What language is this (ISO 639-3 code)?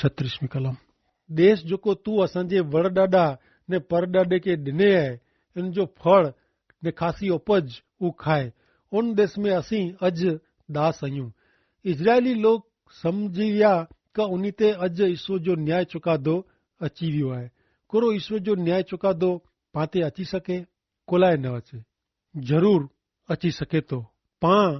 kfr